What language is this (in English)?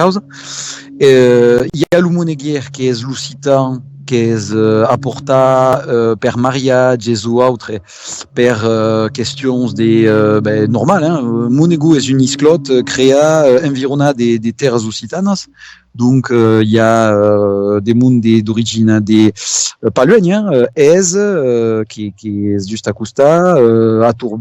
Occitan